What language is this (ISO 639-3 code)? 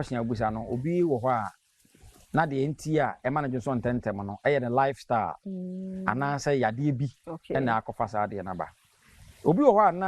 aka